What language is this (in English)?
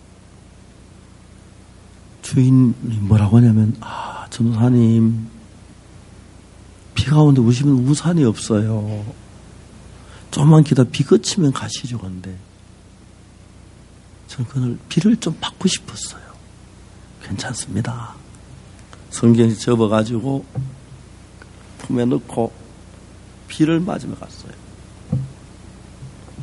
Korean